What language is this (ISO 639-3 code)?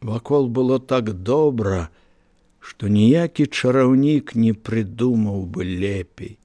bel